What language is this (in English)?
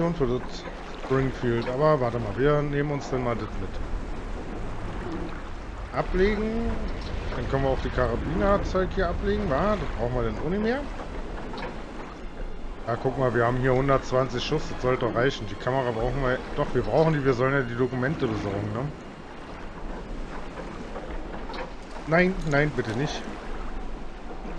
German